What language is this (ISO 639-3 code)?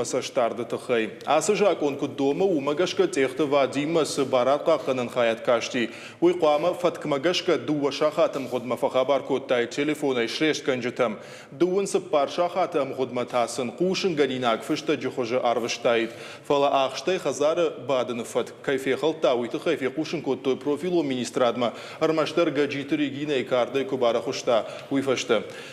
oss